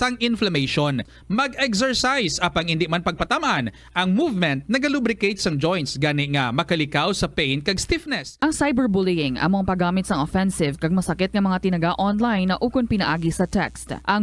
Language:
Hiligaynon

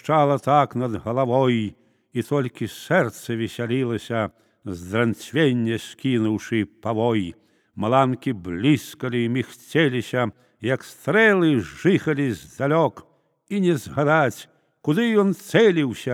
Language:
Belarusian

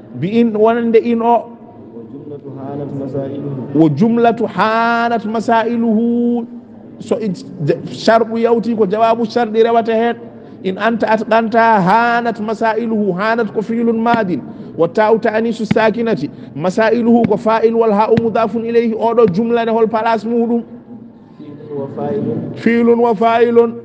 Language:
Fula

